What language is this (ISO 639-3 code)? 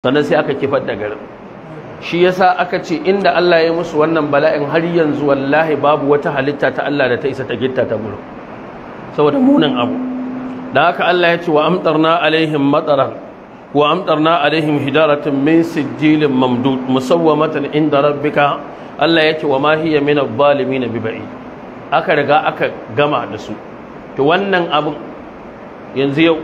hau